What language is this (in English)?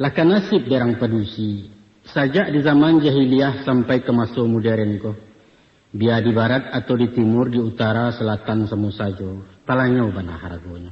Minangkabau